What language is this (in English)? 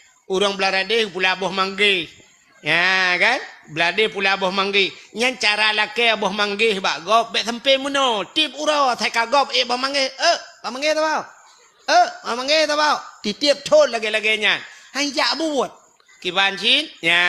Achinese